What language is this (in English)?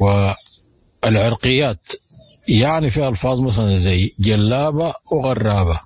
Sudanese Arabic